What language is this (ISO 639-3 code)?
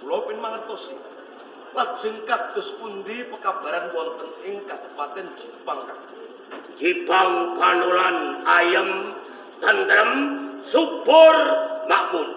jav